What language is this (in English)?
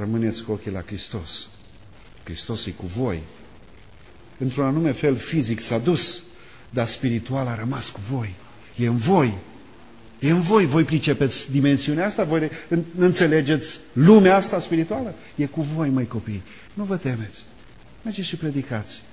Romanian